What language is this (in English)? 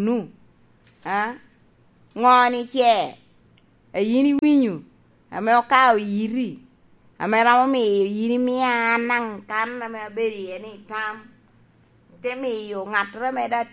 Lango (Uganda)